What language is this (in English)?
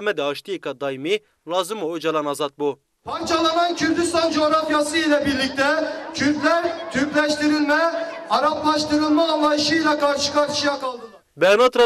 Zaza